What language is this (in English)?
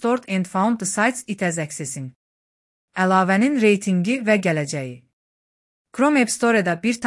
Azerbaijani